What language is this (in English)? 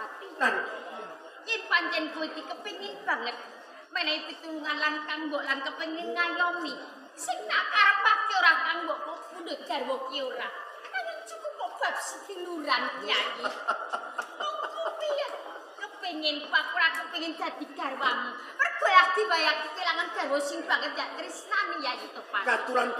Javanese